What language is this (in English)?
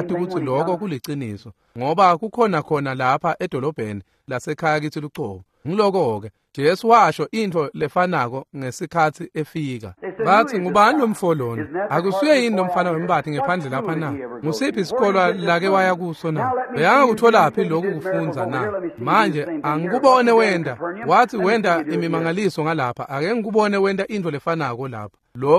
Swati